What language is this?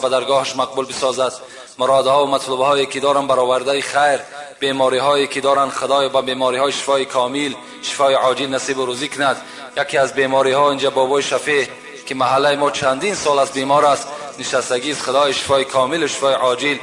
Tajik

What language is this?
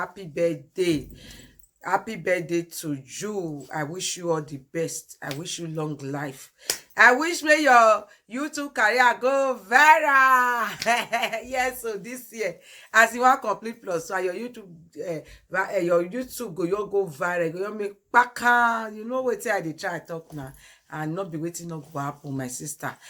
Nigerian Pidgin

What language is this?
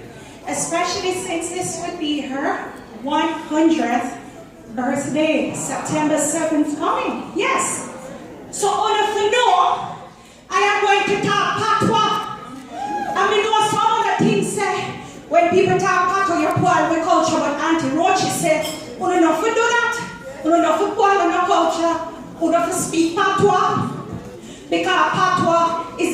Jamaican Creole English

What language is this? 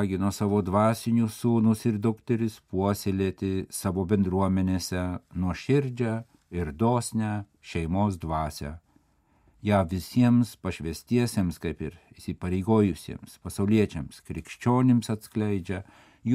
Lithuanian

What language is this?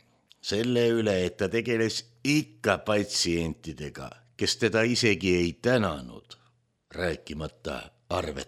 Estonian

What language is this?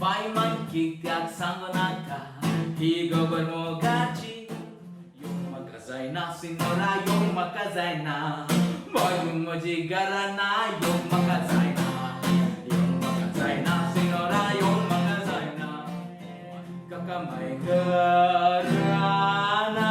Konkani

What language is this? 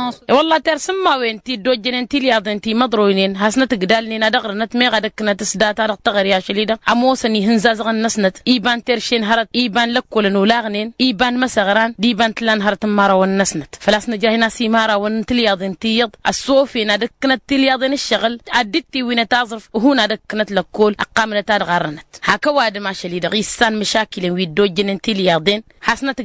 Tamasheq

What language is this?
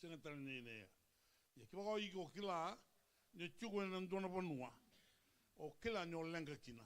Fijian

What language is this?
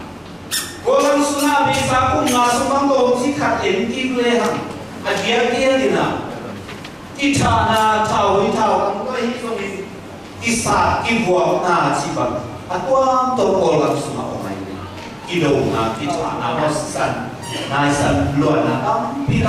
Tedim Chin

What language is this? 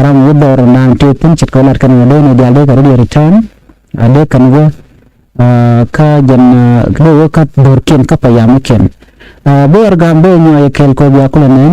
Nuer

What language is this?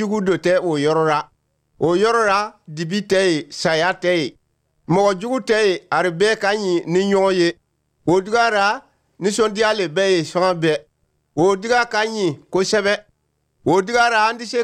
Bambara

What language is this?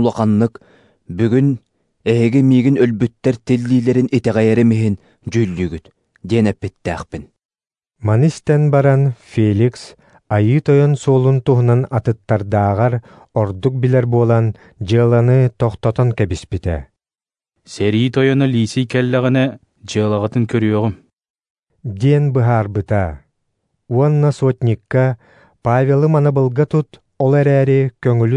Yakut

